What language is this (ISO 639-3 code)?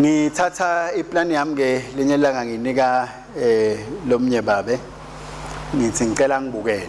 ssw